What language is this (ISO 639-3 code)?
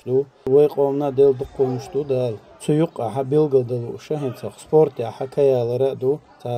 che